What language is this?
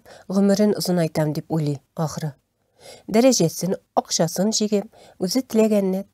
Tatar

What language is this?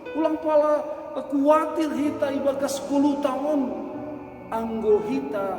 Batak Simalungun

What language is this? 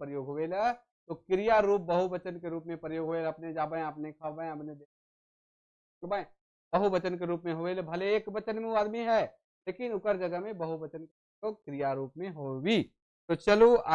Sadri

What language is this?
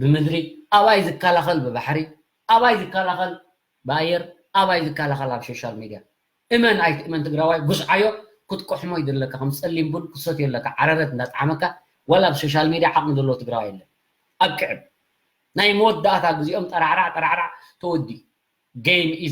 Tigrinya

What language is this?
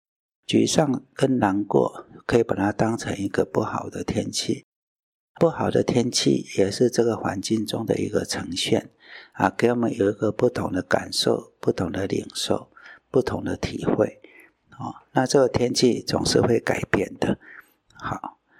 Chinese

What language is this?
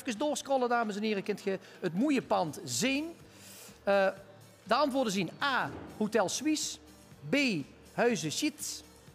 Limburgish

